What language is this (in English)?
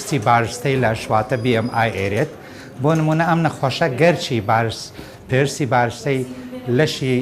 Central Kurdish